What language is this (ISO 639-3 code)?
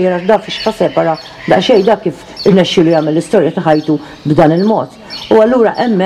mlt